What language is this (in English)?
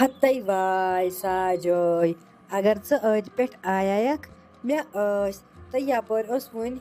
Kashmiri